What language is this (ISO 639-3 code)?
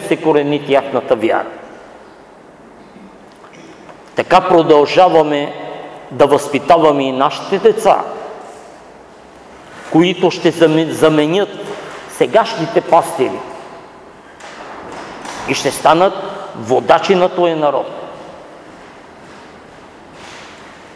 bul